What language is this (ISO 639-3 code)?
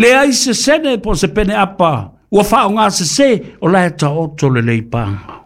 smo